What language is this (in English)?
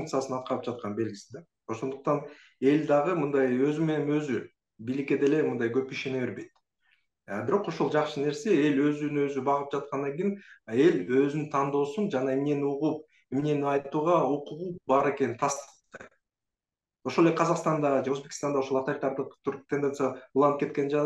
Kyrgyz